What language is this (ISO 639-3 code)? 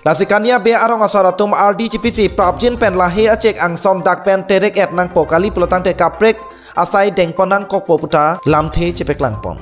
mjw